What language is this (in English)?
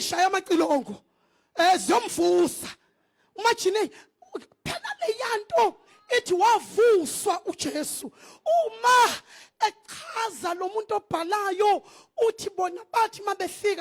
Zulu